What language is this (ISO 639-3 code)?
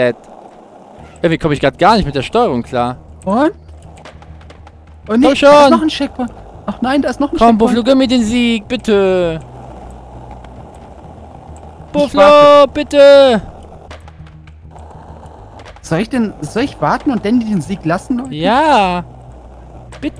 deu